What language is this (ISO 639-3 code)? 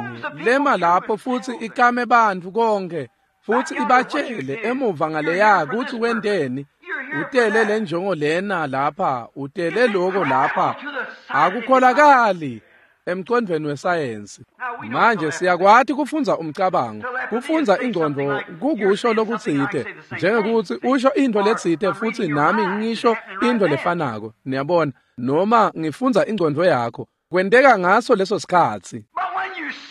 ssw